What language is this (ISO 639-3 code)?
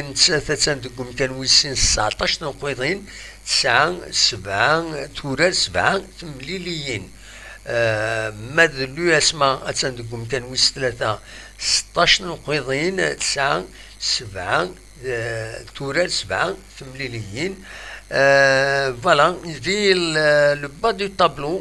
kab